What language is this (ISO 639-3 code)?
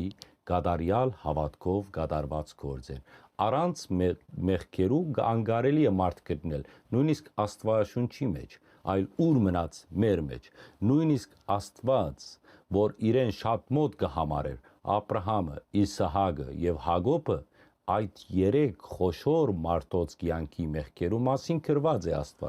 hyw